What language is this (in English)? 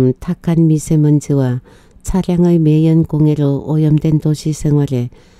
Korean